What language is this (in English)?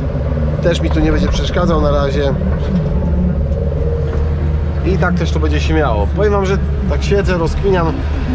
Polish